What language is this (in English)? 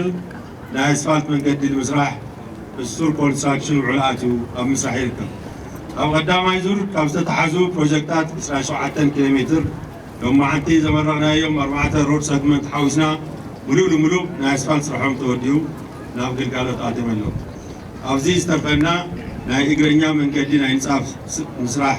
Tigrinya